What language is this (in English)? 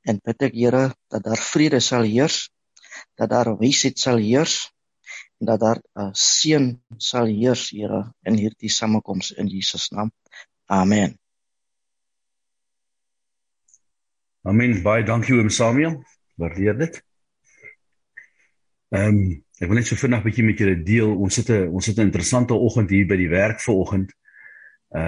Afrikaans